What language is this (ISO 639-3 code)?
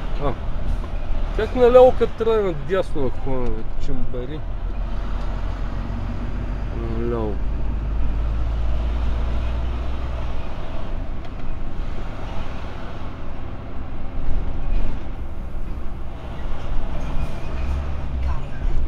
bul